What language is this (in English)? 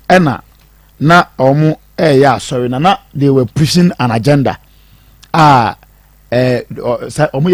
Akan